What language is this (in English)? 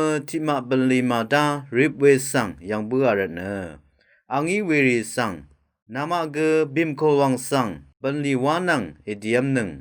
Rawang